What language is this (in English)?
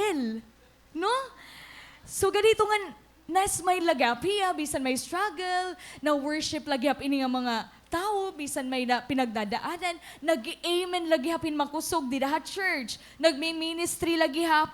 Waray